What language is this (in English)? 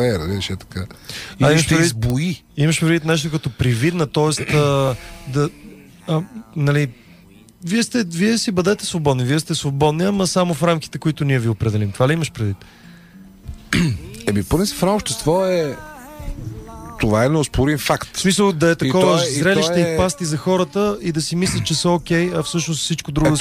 Bulgarian